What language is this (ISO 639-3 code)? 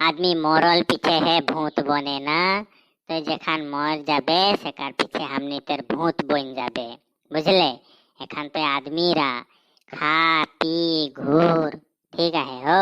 sck